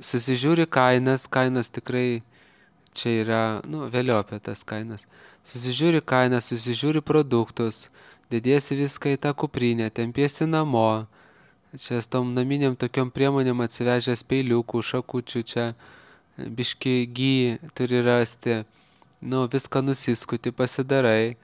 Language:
Lithuanian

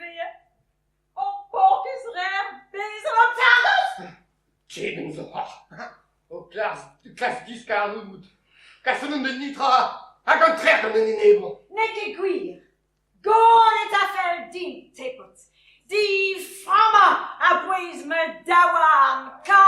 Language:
Breton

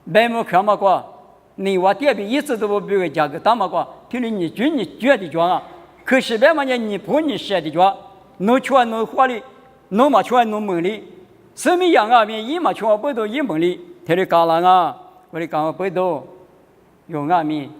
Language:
Lisu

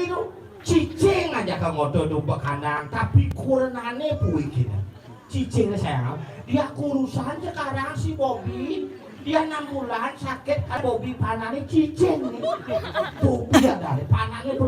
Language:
Balinese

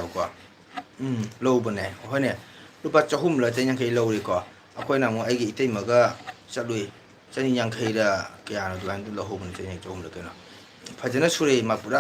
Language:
Manipuri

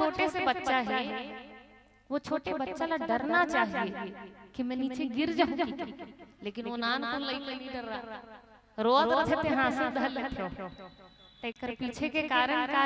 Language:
Chhattisgarhi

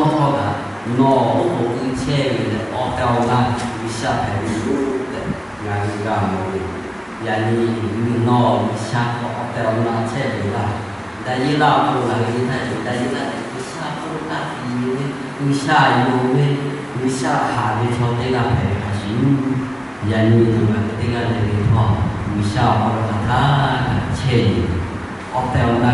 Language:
Lahu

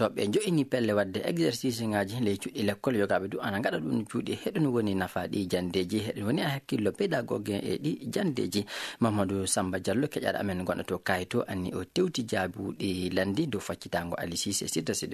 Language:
Fula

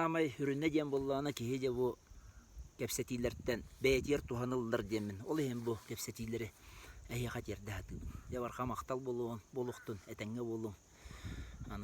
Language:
Yakut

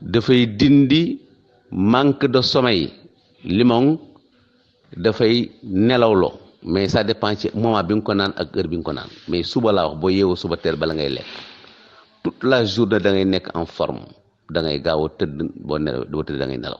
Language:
Wolof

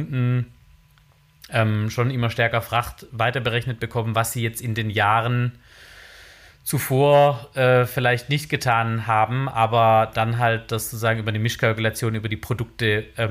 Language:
German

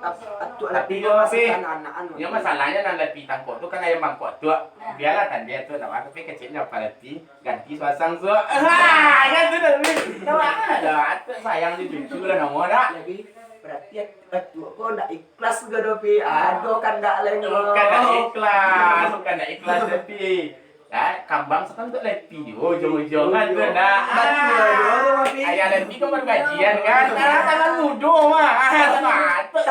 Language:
Minangkabau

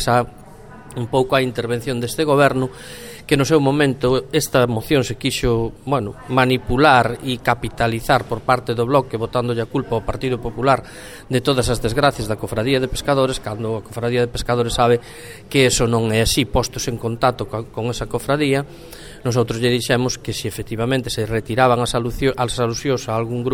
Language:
Galician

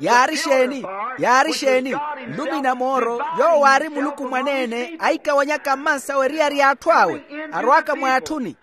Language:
Makhuwa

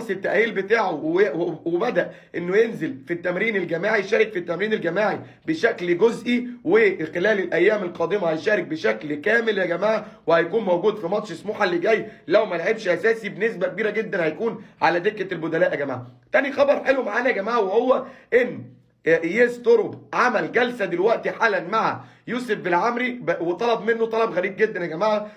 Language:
Egyptian Arabic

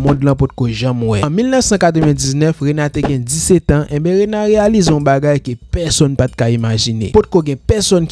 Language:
Haitian Creole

